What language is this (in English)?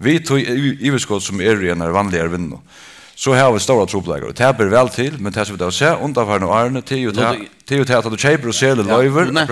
Faroese